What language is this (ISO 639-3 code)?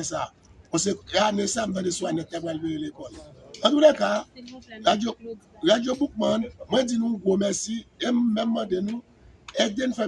hat